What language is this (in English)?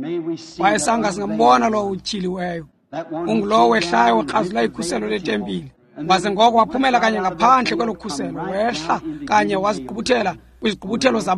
Xhosa